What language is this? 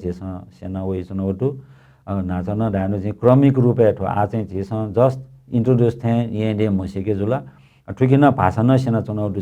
Newari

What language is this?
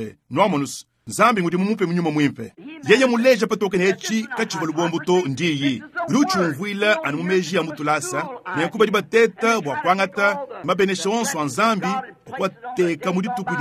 Luba-Lulua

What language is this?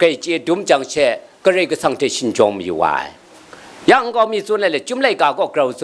Kachin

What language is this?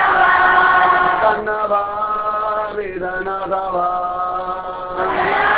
Tamil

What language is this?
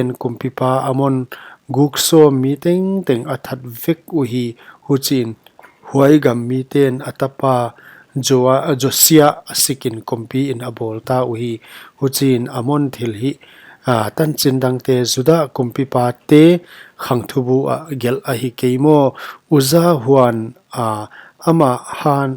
Paite Chin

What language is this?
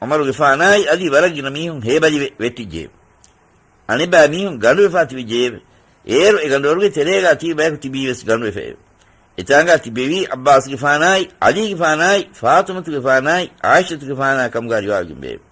Divehi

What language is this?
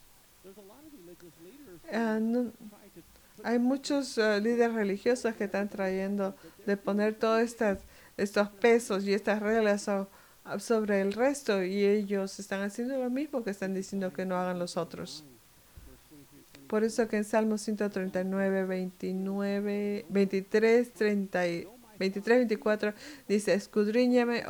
Spanish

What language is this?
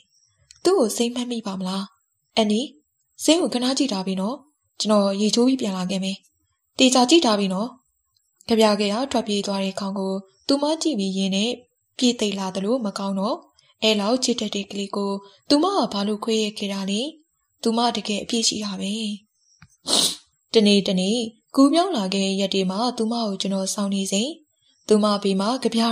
Burmese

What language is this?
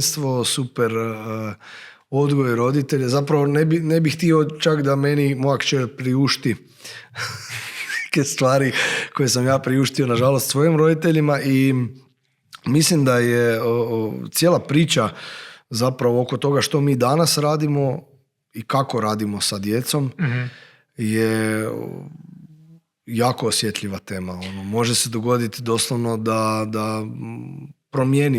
Macedonian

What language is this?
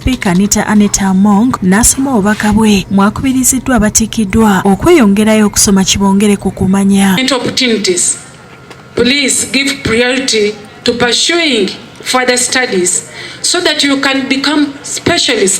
Ganda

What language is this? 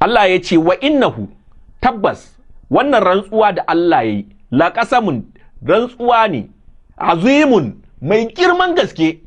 Hausa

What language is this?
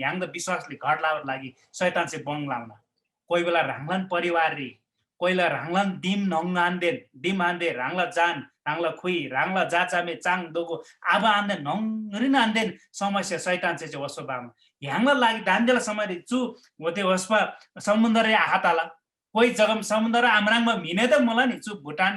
Eastern Tamang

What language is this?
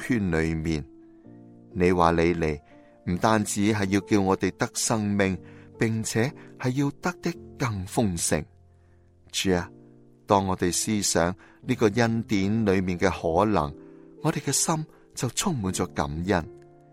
Cantonese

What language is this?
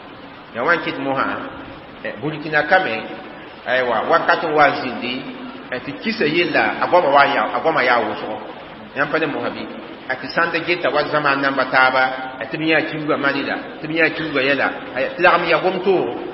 Mossi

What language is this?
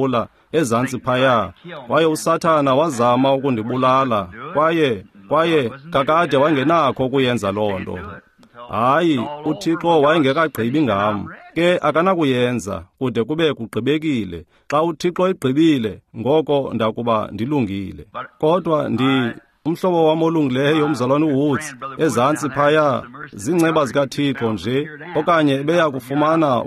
Xhosa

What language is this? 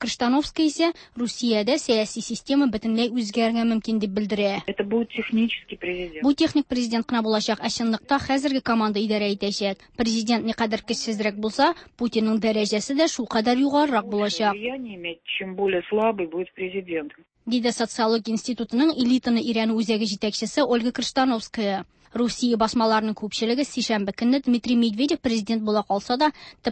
Tatar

